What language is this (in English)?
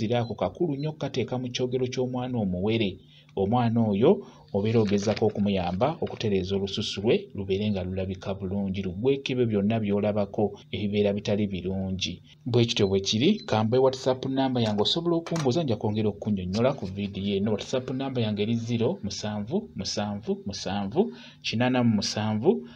Ganda